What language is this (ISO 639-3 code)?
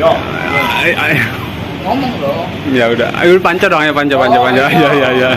bew